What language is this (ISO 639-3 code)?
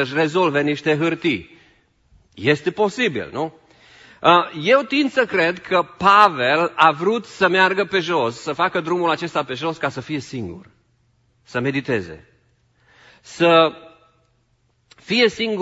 ron